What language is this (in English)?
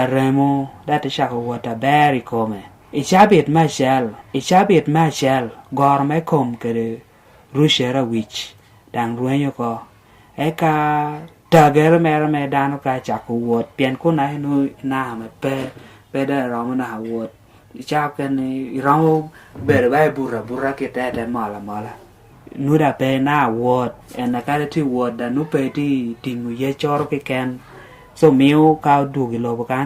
Lango (Uganda)